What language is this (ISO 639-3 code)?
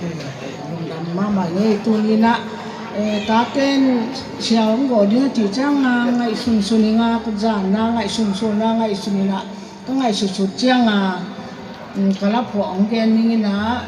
ctd